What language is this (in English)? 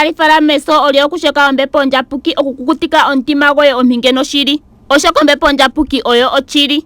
Ndonga